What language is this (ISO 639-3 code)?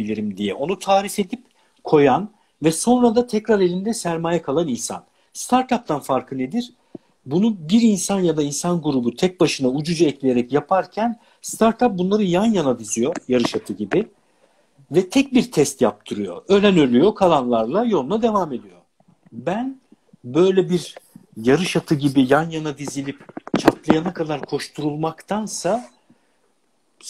tur